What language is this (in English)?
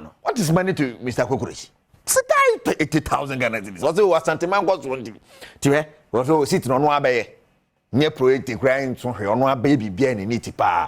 Akan